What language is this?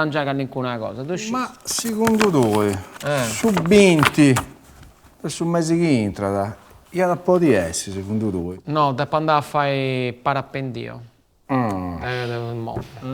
Sardinian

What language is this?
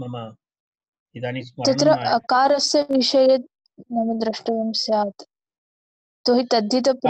Sanskrit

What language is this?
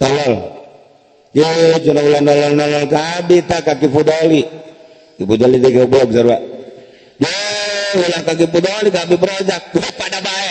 Sundanese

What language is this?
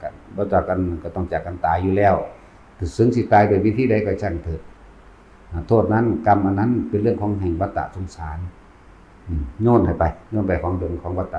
Lao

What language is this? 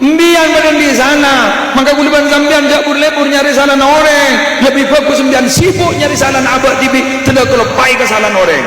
Madurese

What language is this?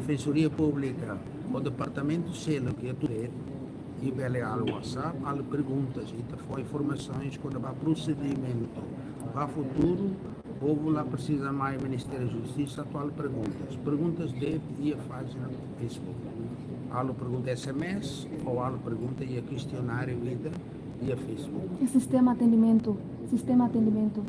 Tetum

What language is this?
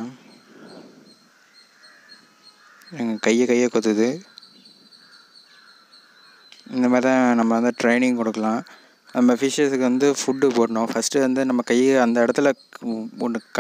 Tamil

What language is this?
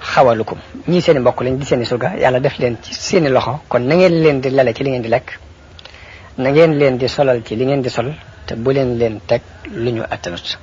Wolof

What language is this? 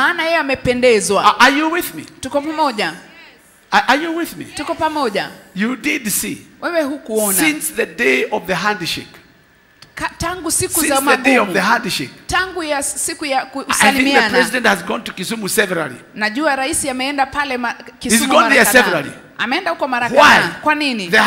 Swahili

